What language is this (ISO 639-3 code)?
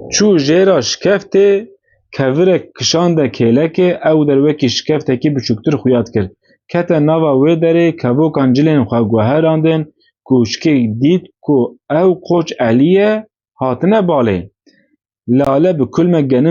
kur